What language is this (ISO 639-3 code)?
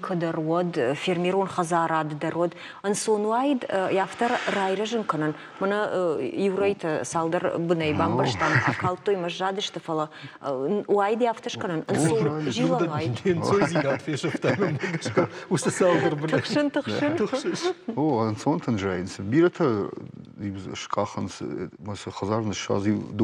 oss